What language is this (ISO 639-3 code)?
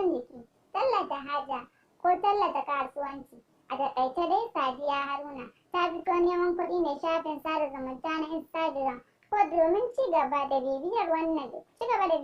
hau